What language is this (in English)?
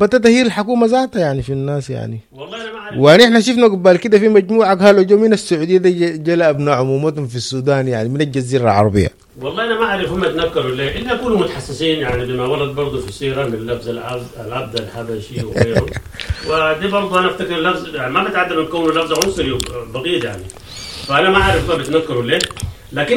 Sudanese Arabic